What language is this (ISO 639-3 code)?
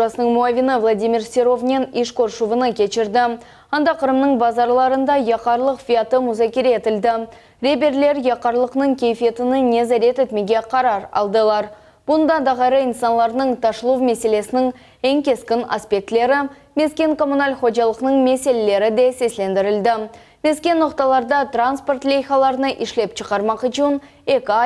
crh